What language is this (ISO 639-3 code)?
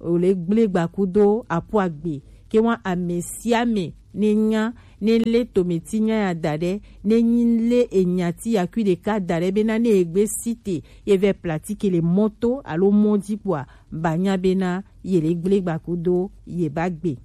gej